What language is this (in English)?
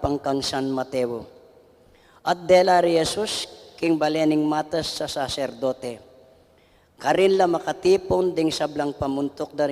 Pampanga